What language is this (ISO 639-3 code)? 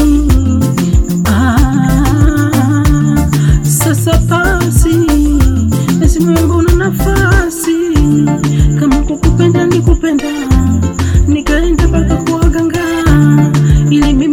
swa